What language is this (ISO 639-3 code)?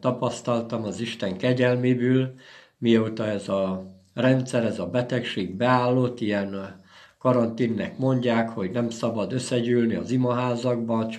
hun